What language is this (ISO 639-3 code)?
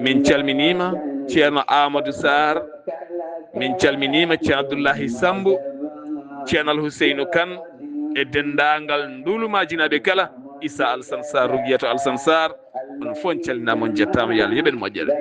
ful